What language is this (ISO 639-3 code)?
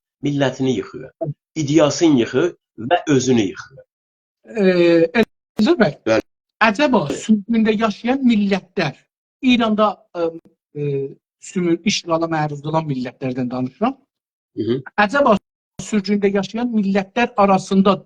azb